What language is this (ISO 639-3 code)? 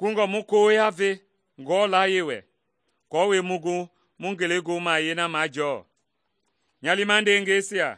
men